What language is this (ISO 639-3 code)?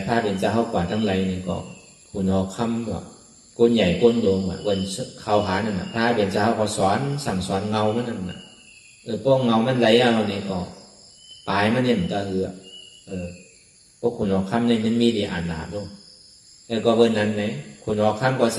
shn